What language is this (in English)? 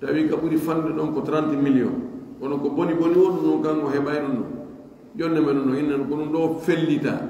Pular